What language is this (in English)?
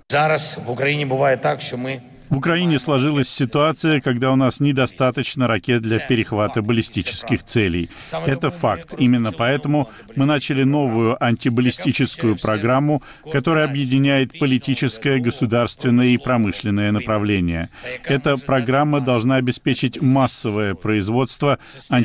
Russian